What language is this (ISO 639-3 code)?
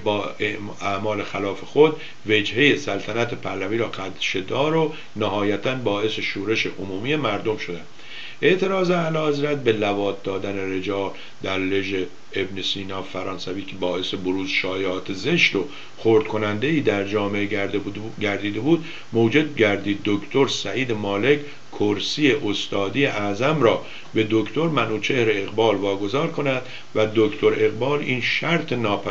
fas